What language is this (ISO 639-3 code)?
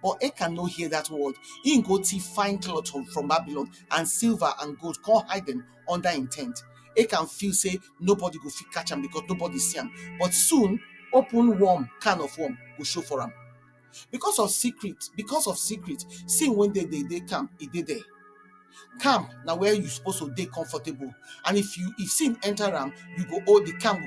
pcm